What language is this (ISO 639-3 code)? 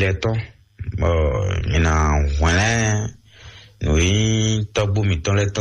fon